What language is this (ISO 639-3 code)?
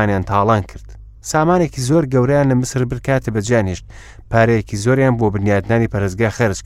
ckb